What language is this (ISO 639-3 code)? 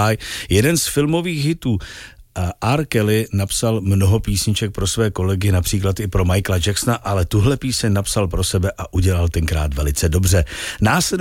ces